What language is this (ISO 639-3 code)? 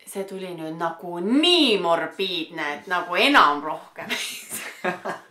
est